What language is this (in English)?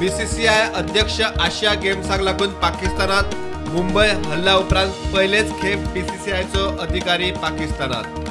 Konkani